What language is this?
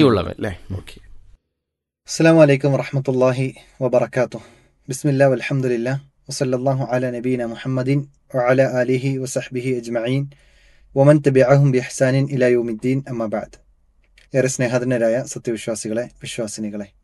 Malayalam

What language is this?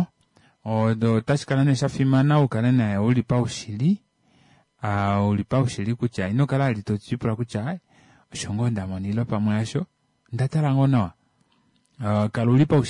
Kuanyama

